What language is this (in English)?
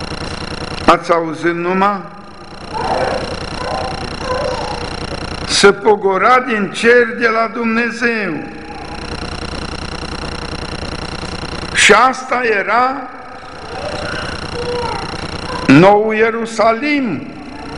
Romanian